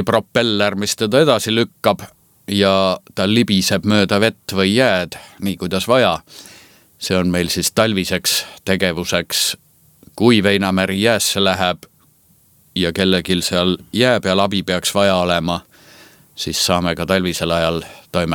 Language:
Estonian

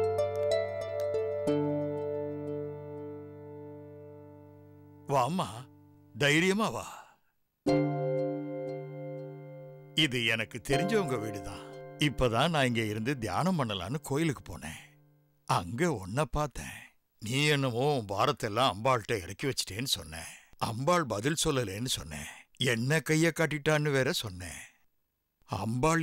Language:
Tamil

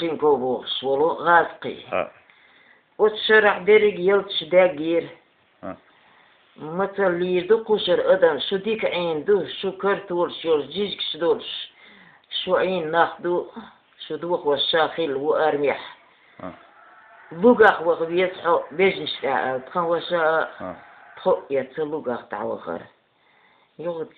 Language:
Chechen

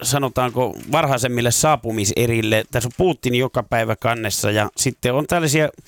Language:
Finnish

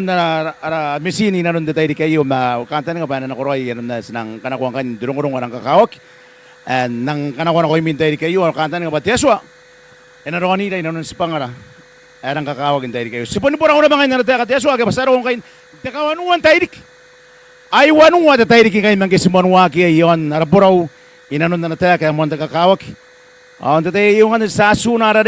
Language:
Gilbertese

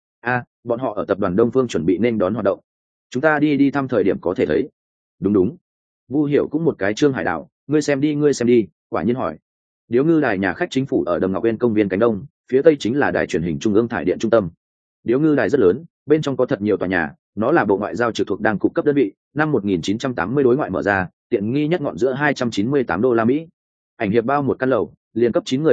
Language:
Vietnamese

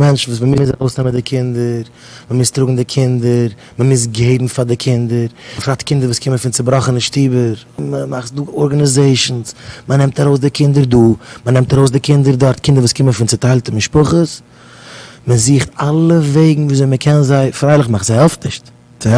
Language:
Yiddish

